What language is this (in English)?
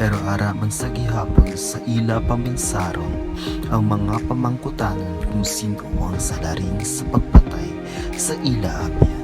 Hiligaynon